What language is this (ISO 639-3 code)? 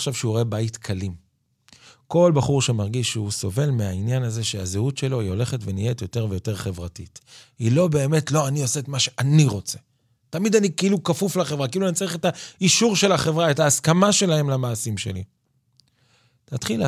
heb